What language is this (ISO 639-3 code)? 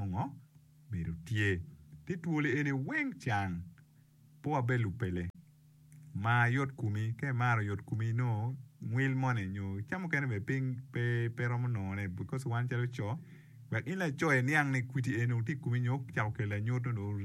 ach